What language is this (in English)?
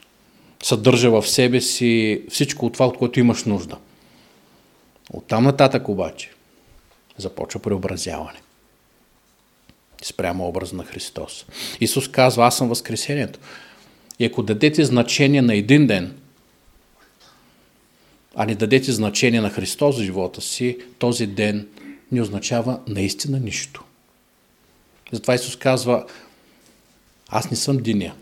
Bulgarian